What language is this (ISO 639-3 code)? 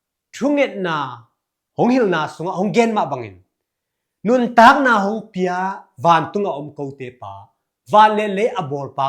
ctd